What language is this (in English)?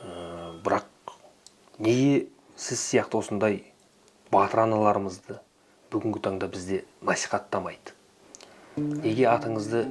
Kazakh